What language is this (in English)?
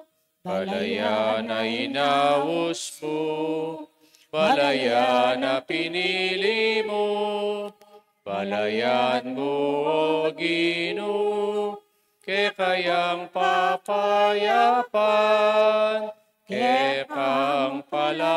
Pampanga